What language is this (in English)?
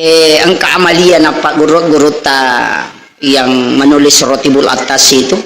Buginese